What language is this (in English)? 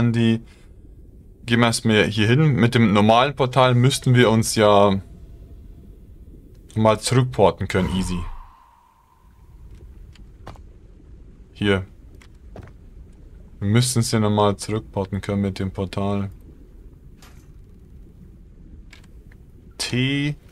German